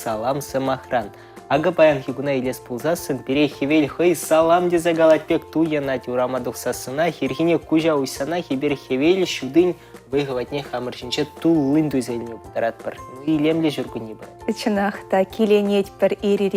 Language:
Chuvash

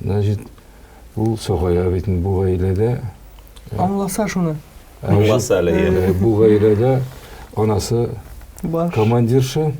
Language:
Tatar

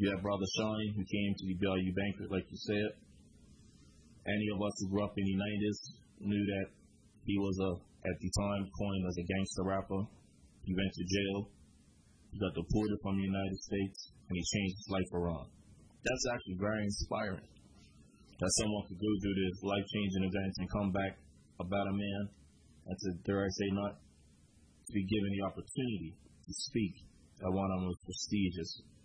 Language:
English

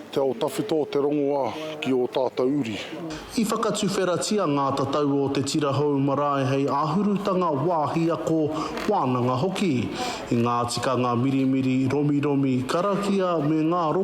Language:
Māori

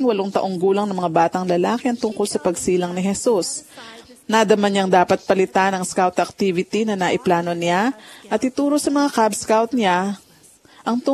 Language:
Filipino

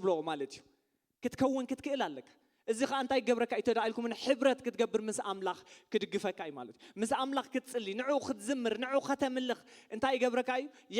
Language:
Tigrinya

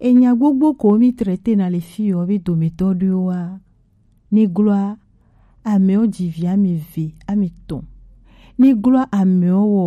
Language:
Gen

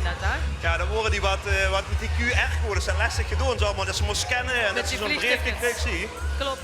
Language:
Limburgish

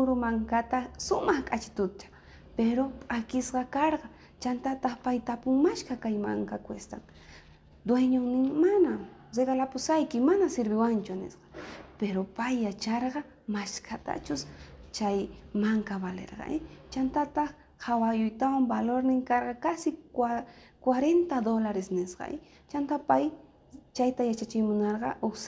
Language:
South Bolivian Quechua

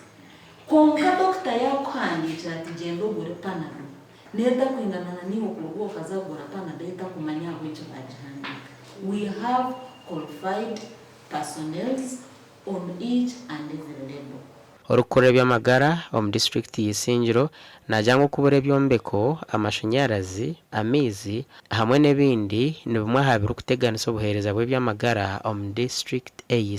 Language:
Nyankole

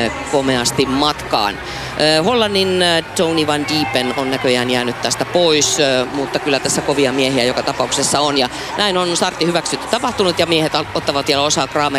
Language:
Finnish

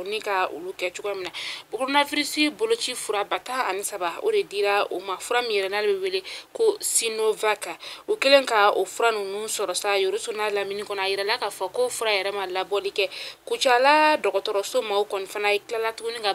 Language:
Bambara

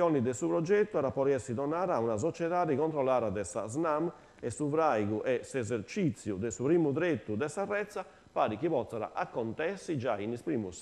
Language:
Sardinian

